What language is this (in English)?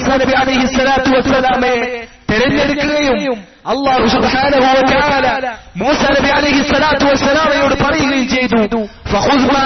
Malayalam